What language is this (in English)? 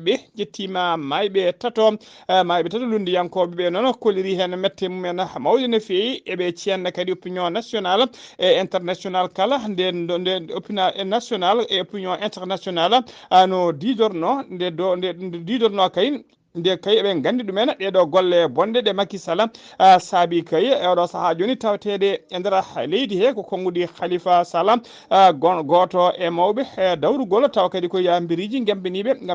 Fula